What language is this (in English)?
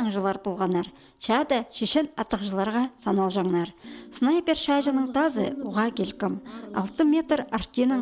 Khakas